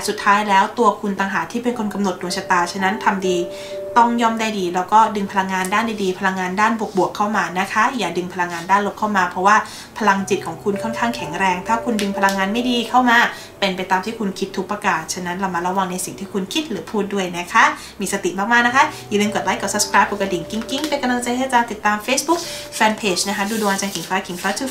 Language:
Thai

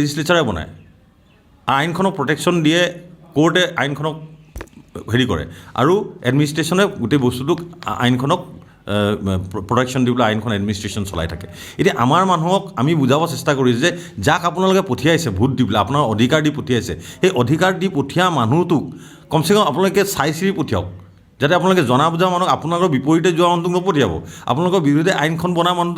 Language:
Assamese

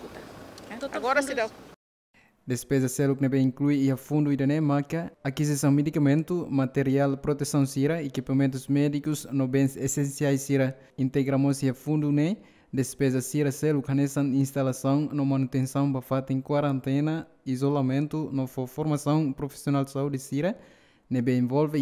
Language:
Tetum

